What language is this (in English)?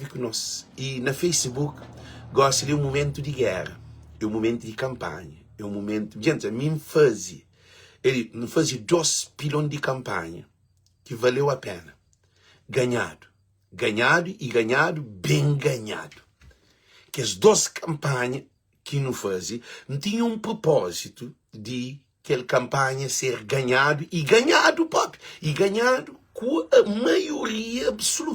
Kabuverdianu